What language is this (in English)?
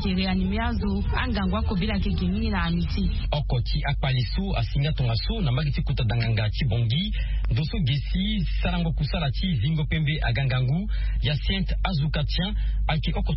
Sango